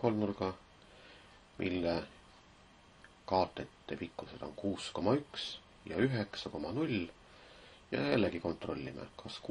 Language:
Estonian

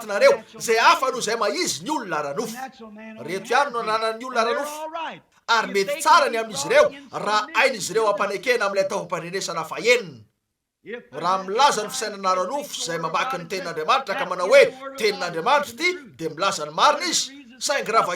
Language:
Malagasy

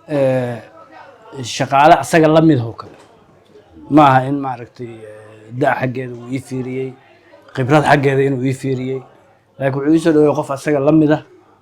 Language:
Somali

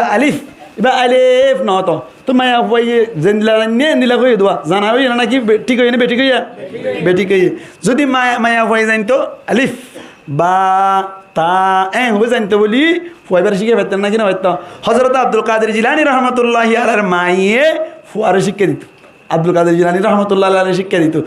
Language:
Rohingya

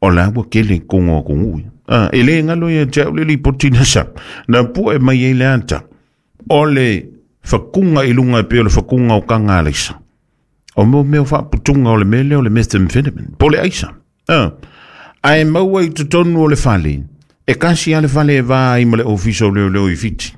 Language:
Samoan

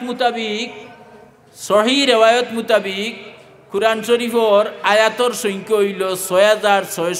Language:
Sylheti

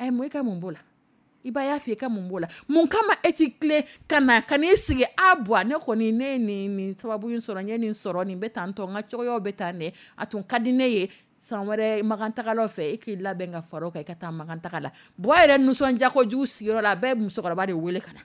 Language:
Dyula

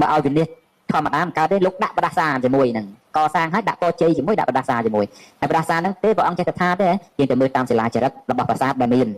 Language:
Khmer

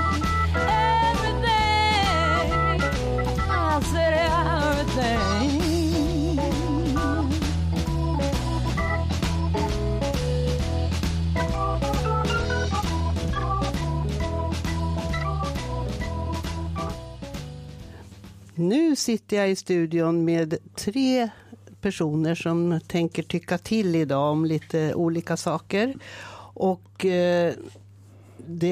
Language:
Swedish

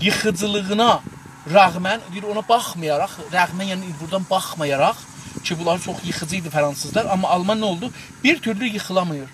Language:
South Azerbaijani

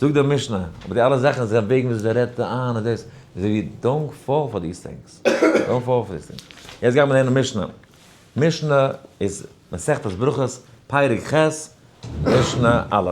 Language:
Yiddish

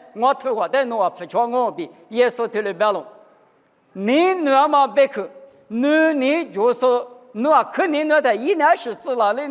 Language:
Lisu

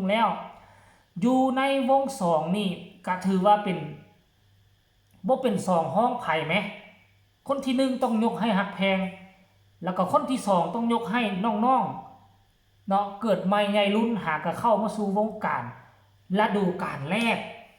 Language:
Lao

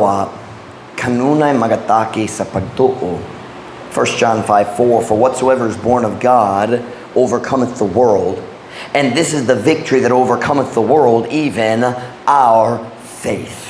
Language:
Cebuano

